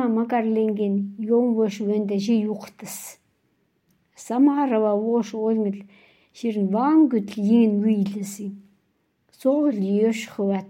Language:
Khanty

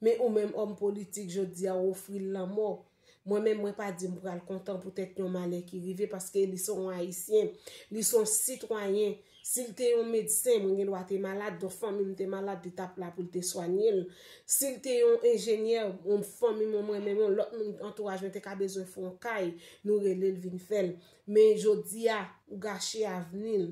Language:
Haitian Creole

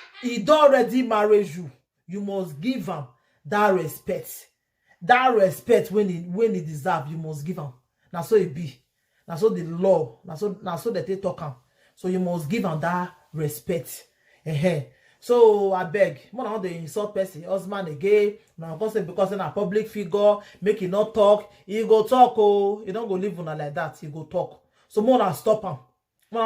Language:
Nigerian Pidgin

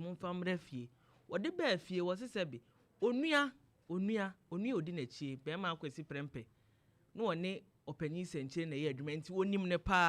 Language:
Akan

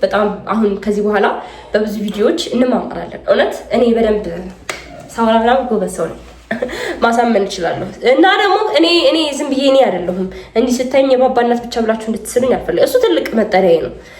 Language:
Amharic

